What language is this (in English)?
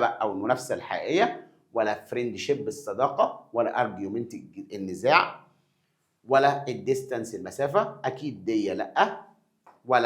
Egyptian Arabic